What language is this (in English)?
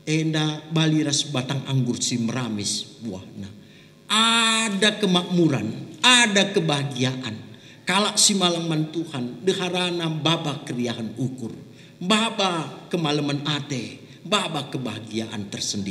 Batak Karo